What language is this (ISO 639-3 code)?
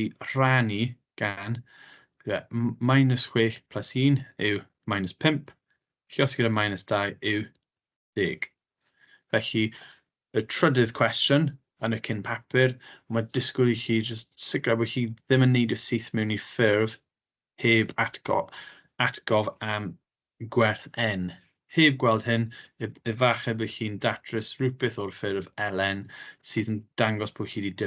cym